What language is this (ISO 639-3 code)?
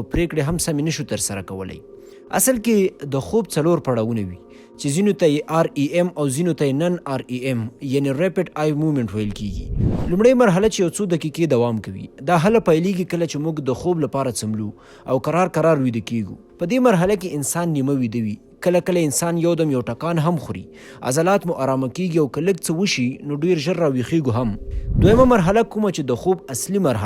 pus